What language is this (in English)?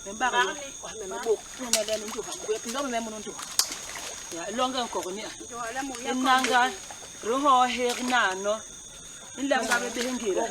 Basaa